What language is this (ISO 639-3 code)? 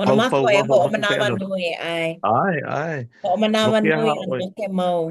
haw